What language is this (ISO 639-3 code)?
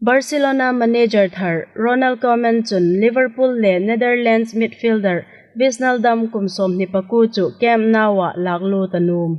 hmr